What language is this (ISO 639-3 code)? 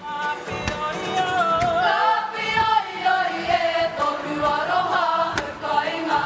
mri